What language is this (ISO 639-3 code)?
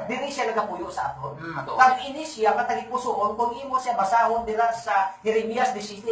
hil